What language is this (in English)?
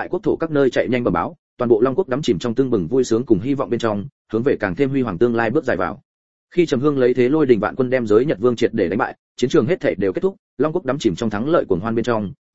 Vietnamese